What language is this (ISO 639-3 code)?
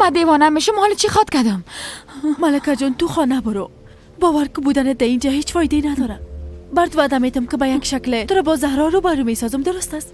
fas